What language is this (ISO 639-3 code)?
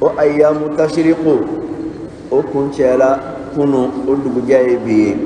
bam